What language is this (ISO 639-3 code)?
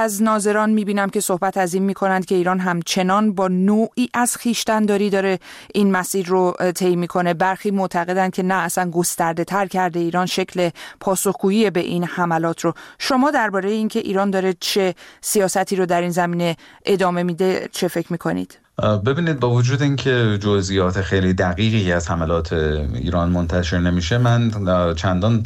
fas